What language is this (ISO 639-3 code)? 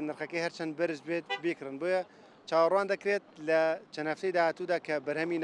ckb